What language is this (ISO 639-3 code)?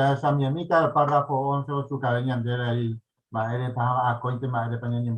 grn